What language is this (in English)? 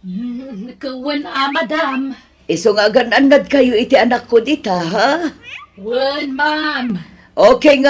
Iloko